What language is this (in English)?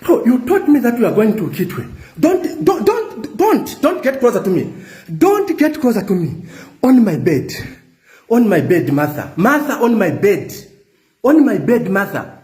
Nigerian Pidgin